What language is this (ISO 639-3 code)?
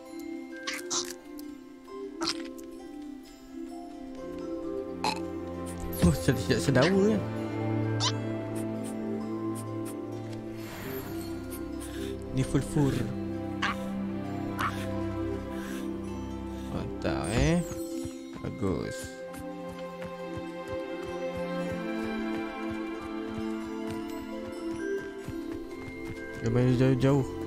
msa